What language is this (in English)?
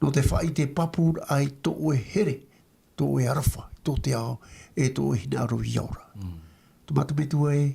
Tahitian